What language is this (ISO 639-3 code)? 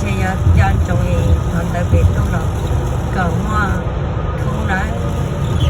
hmn